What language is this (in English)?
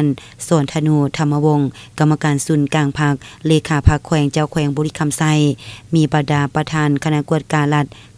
Lao